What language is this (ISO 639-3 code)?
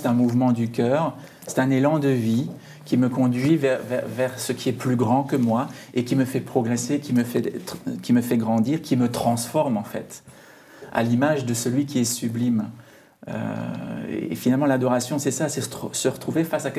fra